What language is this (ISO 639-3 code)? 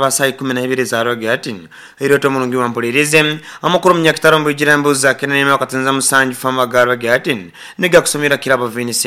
nyo